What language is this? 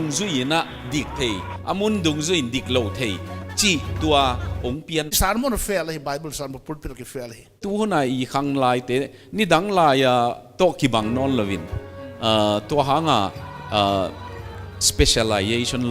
Paite Chin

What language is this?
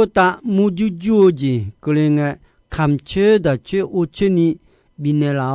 Akha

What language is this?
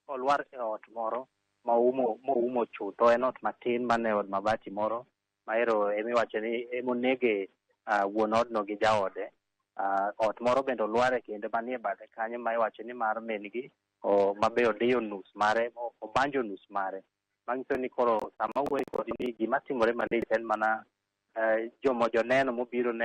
Luo (Kenya and Tanzania)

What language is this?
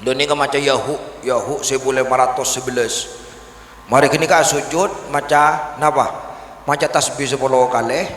Madurese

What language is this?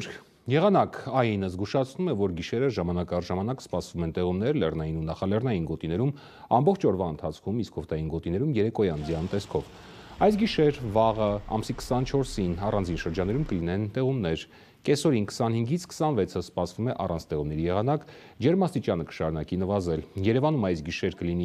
Armenian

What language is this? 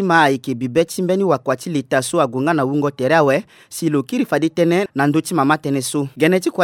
Sango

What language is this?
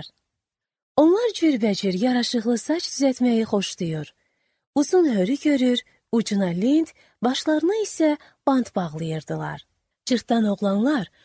Azerbaijani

